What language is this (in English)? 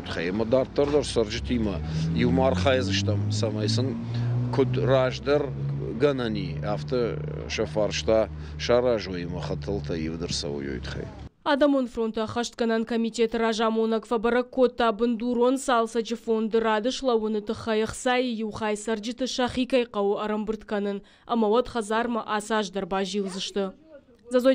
Ossetic